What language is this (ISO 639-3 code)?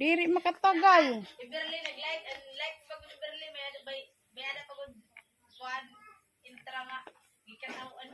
war